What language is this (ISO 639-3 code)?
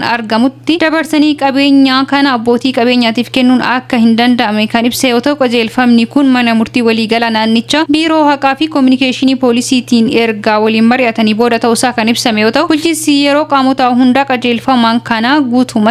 orm